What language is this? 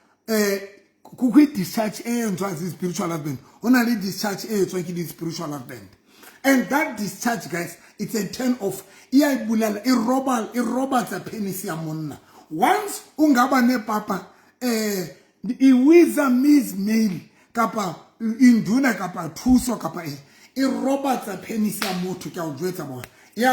Southern Sotho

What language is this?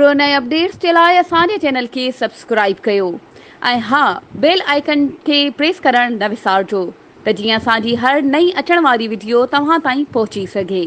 Sindhi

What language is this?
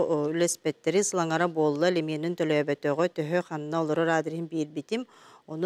Yakut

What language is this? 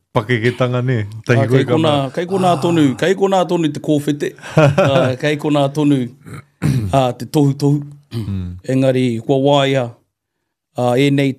Māori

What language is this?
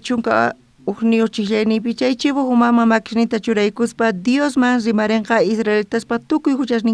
South Bolivian Quechua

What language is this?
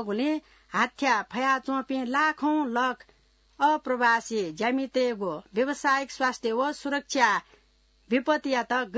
Newari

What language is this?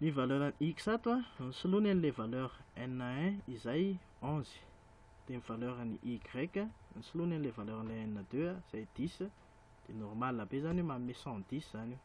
Malagasy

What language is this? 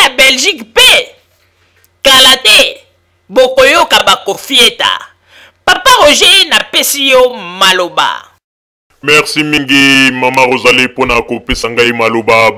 Lingala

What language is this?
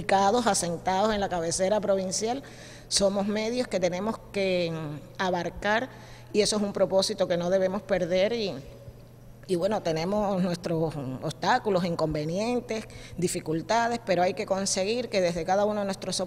Spanish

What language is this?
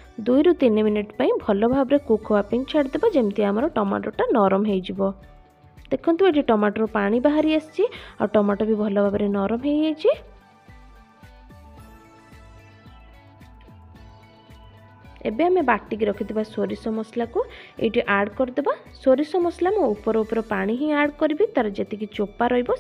Odia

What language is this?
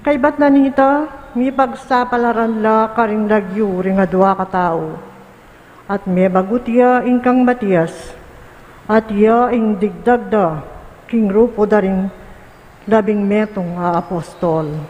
Pampanga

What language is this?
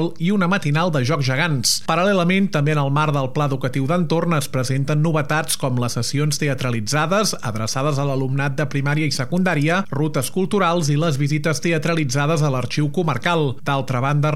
Catalan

